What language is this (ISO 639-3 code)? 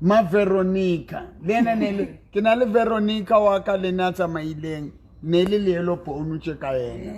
sot